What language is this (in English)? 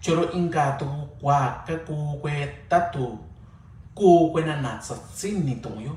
Mixtepec Mixtec